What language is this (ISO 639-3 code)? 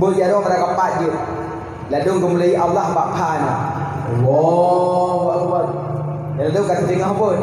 ace